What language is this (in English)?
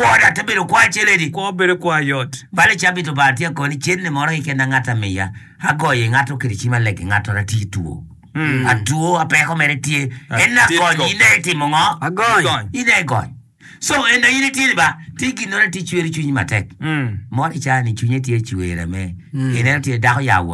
Acoli